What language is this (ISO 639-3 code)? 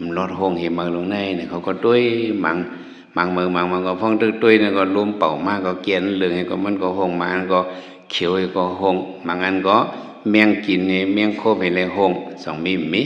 shn